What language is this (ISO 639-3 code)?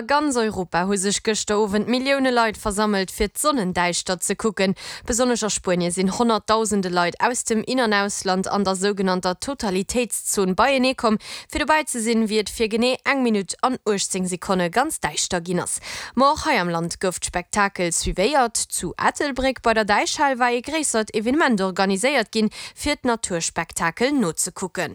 ltz